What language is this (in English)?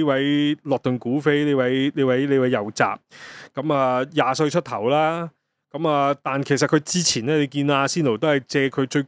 Cantonese